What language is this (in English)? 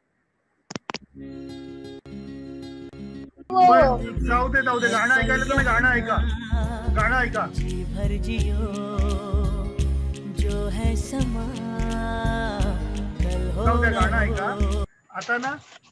Marathi